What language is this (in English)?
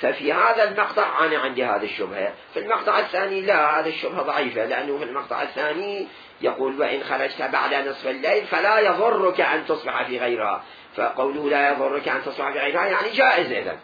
Mesopotamian Arabic